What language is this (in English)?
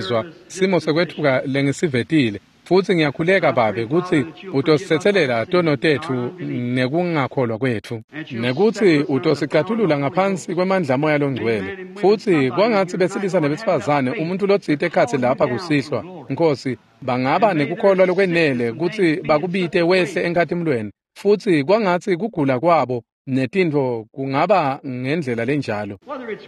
Swati